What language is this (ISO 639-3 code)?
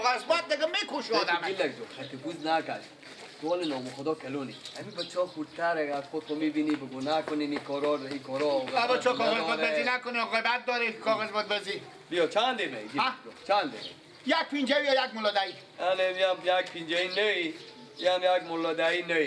fas